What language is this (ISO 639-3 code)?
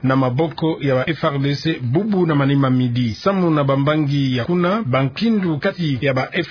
ktu